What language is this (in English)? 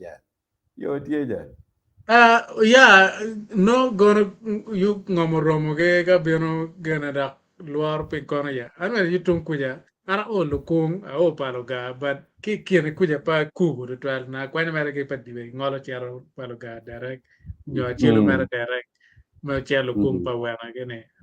Acoli